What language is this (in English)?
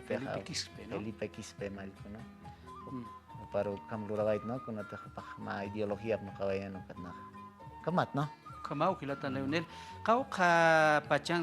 Aymara